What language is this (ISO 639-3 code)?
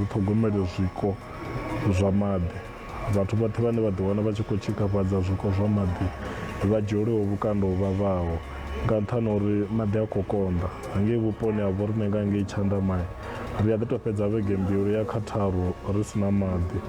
ven